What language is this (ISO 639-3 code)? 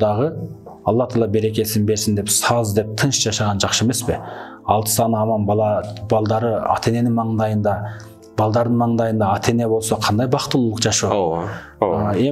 kir